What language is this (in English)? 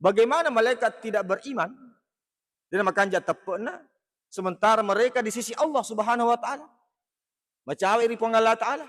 Buginese